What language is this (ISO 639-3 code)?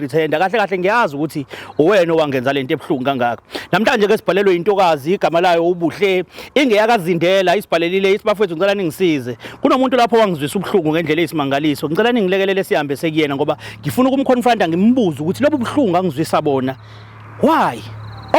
zul